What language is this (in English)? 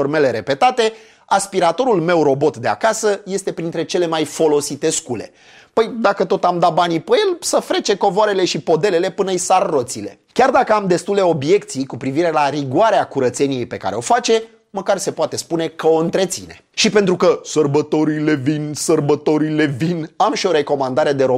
Romanian